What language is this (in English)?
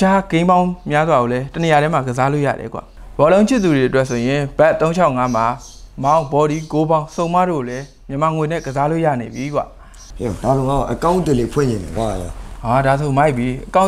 Burmese